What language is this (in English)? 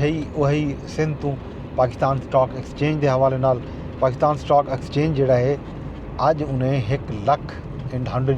Saraiki